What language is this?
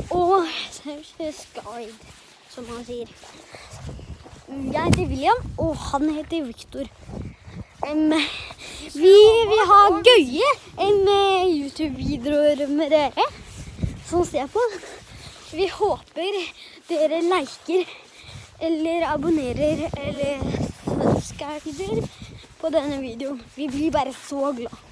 Norwegian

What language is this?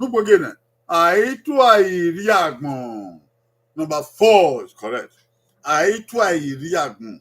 Bini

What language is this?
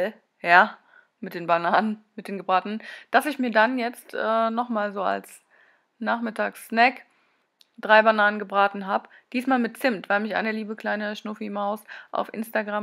German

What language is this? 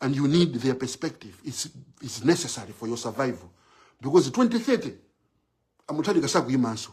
Nyanja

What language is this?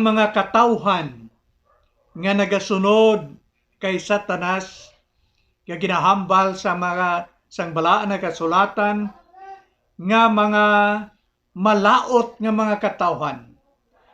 Hiligaynon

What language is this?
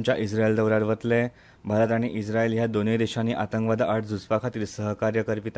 Konkani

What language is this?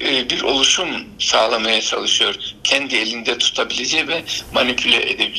Turkish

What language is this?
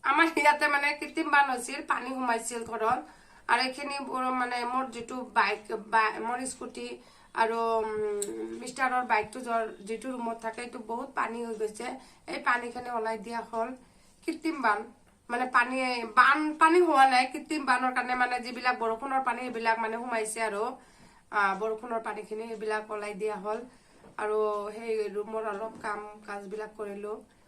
Assamese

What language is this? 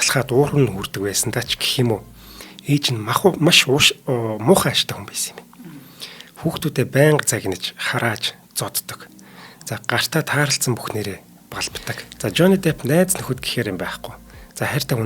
Mongolian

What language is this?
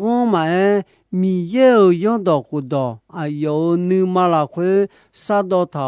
Akha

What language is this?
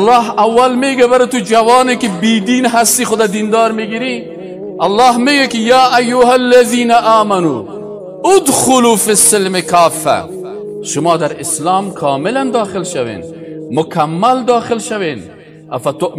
Persian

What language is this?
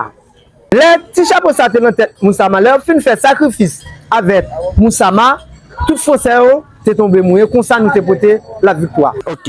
Haitian Creole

